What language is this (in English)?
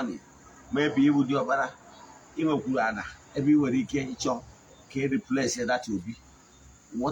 Igbo